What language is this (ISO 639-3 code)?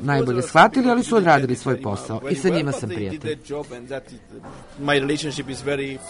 srp